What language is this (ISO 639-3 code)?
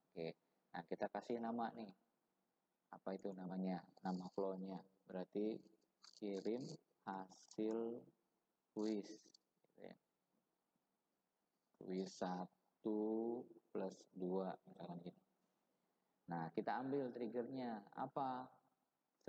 ind